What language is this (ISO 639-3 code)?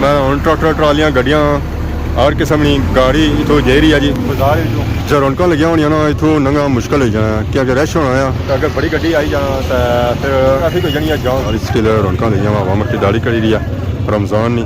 phr